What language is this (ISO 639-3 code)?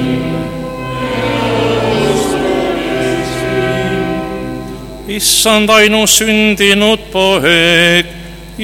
est